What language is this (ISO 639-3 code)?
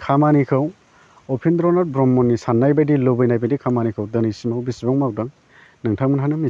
brx